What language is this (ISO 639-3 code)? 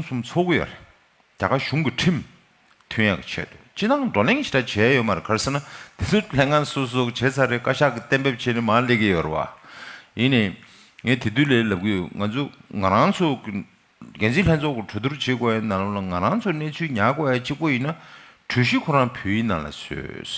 bod